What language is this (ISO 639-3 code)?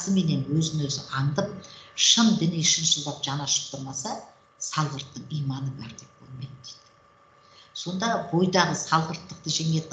kaz